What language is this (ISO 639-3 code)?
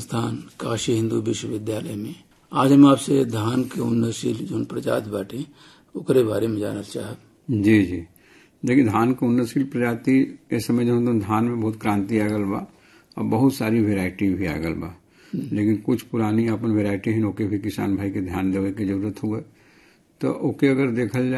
bho